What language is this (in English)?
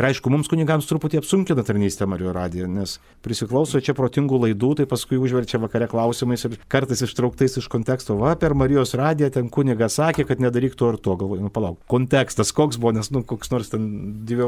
Lithuanian